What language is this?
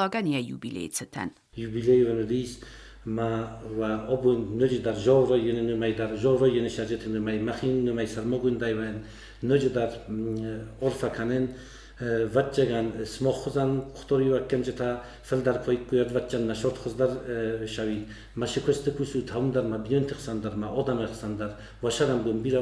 Ossetic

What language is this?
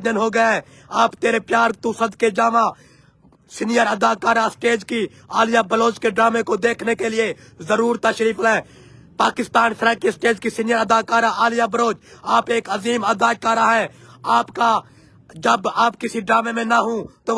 Saraiki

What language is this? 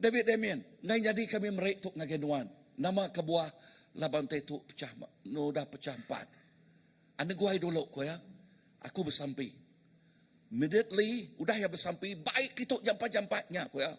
Iban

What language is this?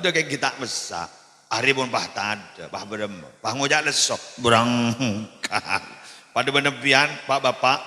Madurese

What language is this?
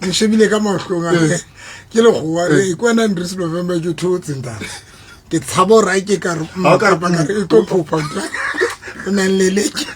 Southern Sotho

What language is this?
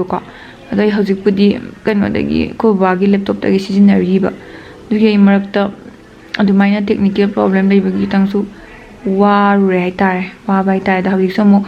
Manipuri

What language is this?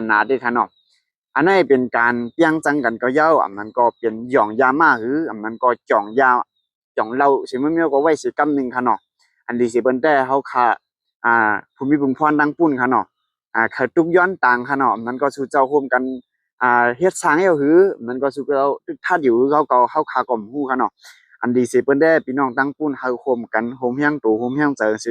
Shan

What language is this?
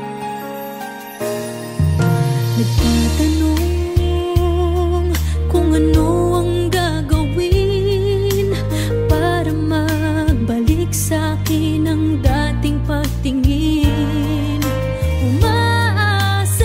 Filipino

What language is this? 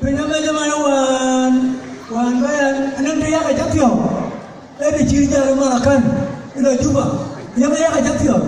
Dinka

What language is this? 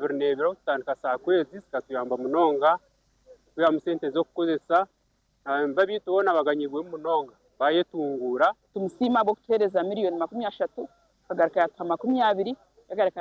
Nyankole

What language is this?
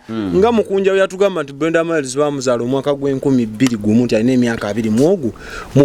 Ganda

